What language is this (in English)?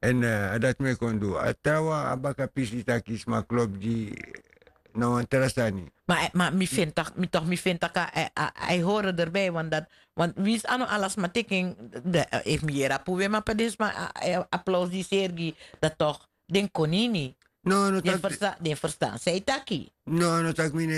Sranan Tongo